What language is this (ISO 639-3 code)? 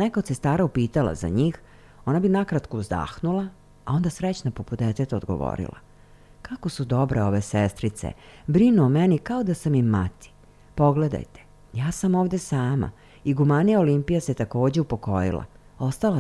srp